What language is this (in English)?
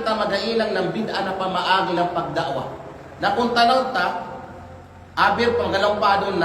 Kalagan